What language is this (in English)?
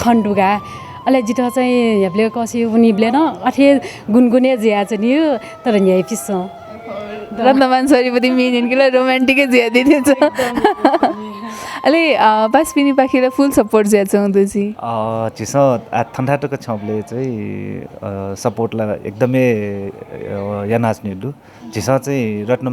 Newari